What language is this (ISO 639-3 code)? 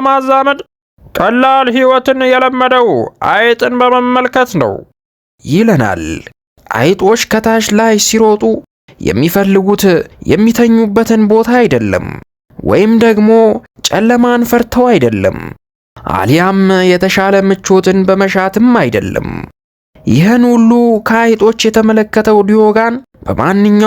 amh